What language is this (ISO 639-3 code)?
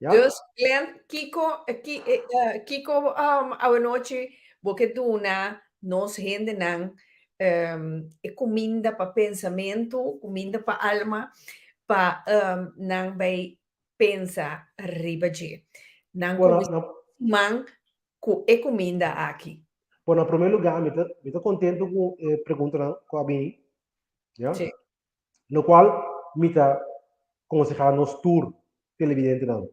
pap